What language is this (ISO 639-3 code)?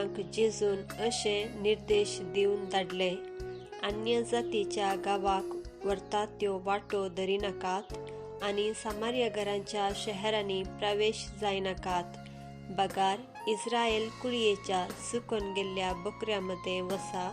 kok